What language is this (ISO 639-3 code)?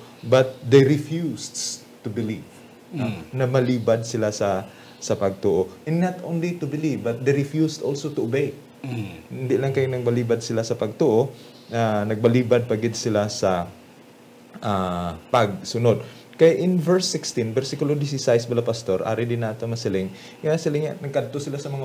hil